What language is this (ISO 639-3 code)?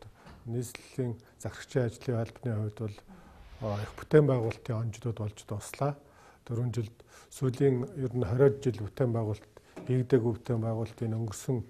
mon